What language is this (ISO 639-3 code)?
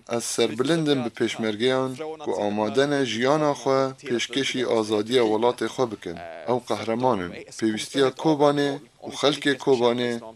kur